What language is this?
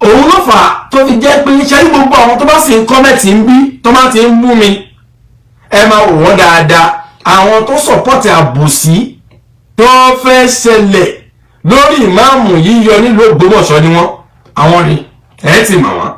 Yoruba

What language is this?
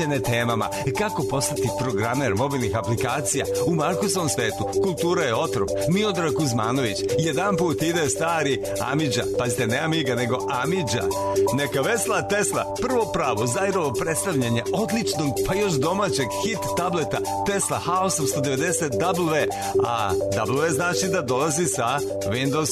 Serbian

